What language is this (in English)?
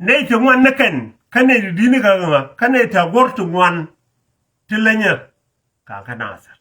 Nuer